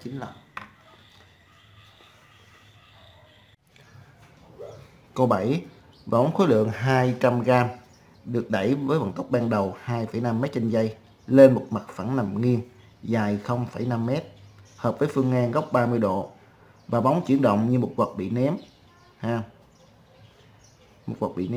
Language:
Vietnamese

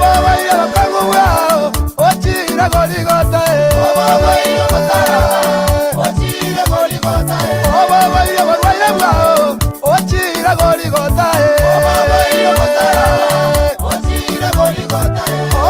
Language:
Gusii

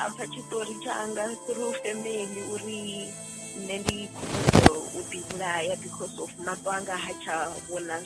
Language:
Venda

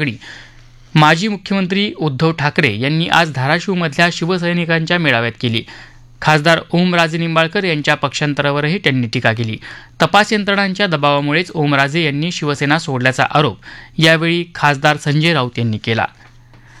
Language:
Marathi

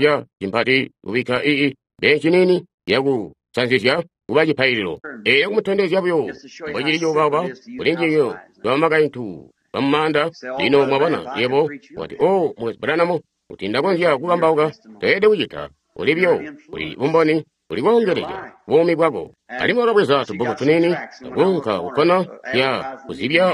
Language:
Tonga (Zambia)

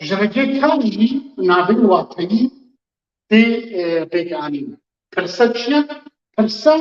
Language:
Kurdish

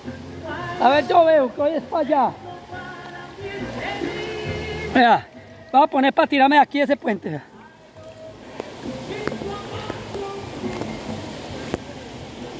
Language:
Spanish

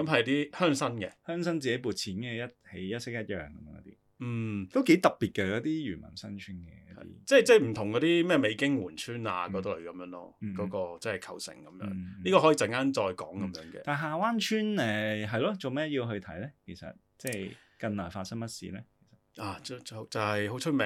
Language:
Cantonese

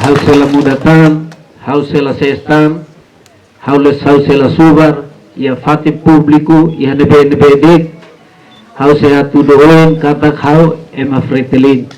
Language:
Tetum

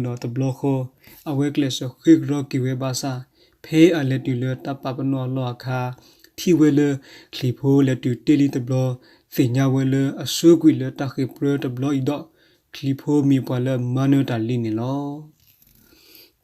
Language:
S'gaw Karen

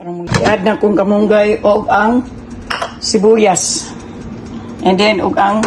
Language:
Cebuano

